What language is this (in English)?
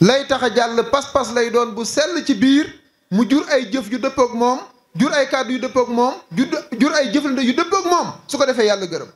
Wolof